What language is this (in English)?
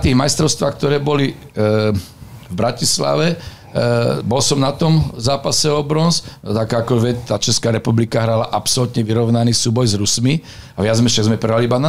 Slovak